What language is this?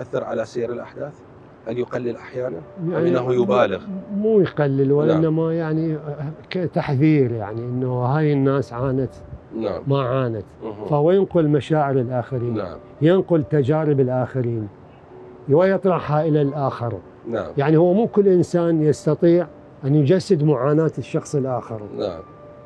Mesopotamian Arabic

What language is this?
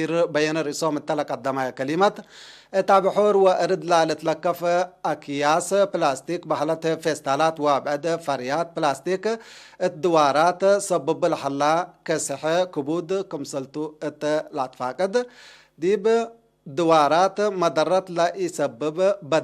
Tigre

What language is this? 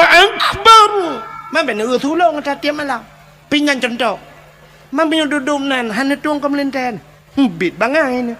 Achinese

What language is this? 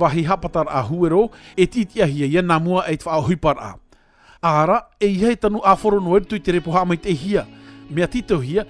Tahitian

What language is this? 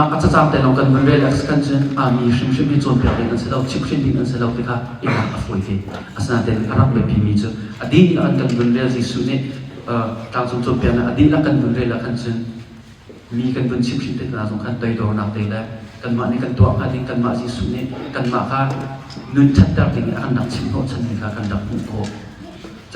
Hakha Chin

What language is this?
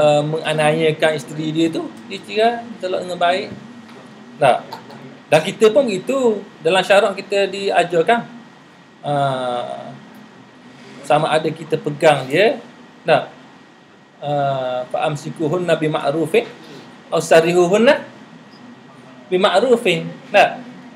Malay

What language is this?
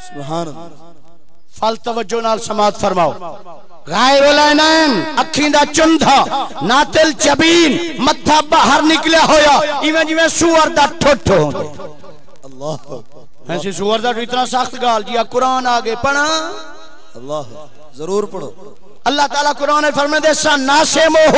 Saraiki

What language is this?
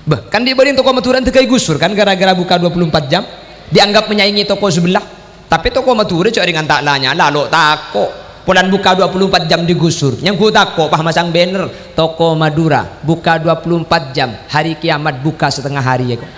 Madurese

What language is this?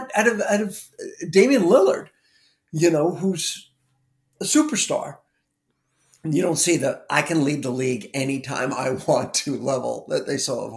English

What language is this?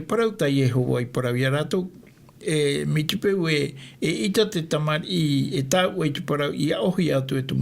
Tahitian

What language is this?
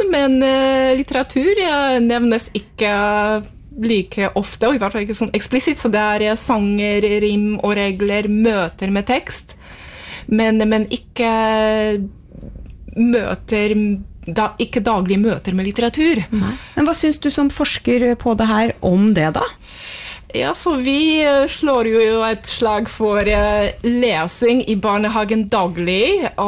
Norwegian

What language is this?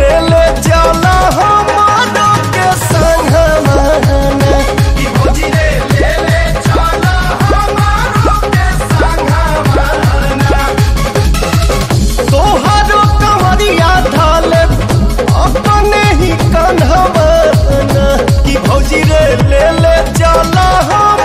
Bhojpuri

